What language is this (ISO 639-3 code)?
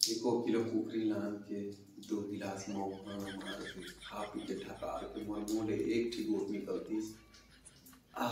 hne